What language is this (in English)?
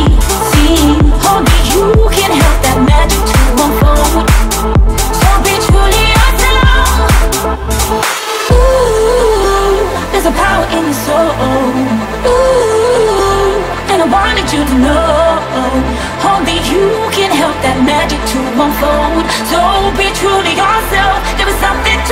English